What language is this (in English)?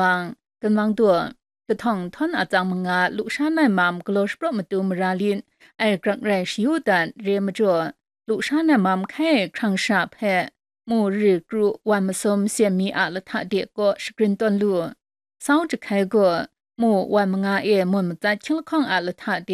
Kachin